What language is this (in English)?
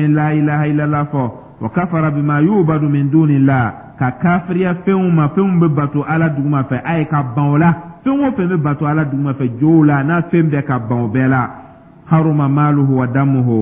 Dyula